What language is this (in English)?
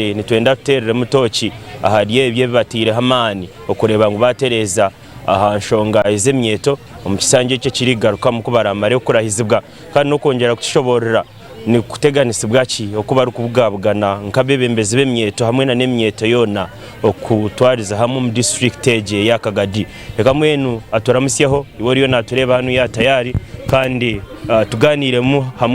Nyankole